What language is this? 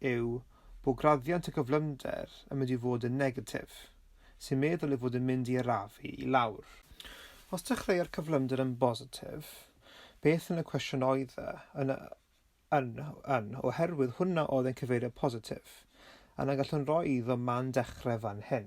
Welsh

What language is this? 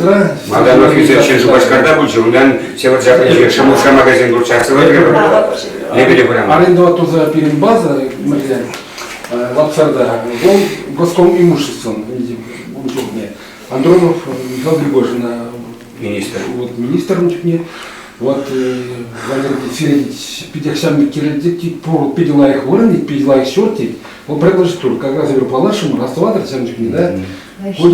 Chuvash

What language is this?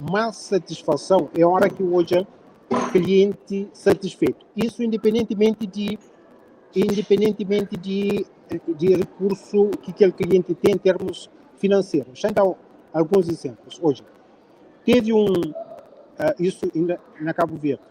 Kabuverdianu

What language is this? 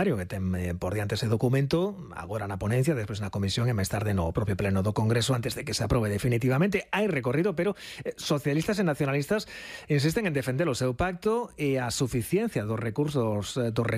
Galician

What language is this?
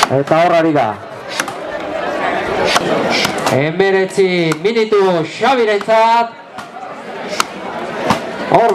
Basque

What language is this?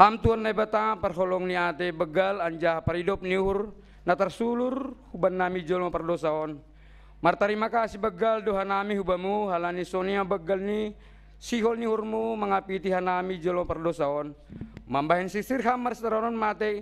Batak Simalungun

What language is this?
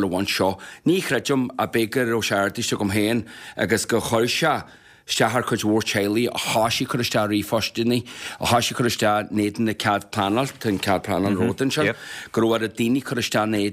Irish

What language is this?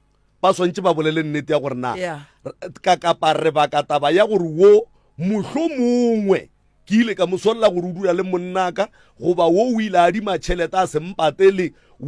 Northern Sotho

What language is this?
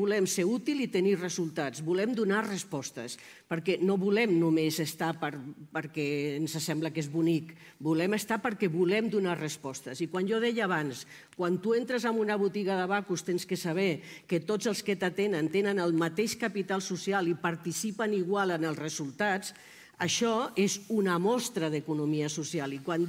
Catalan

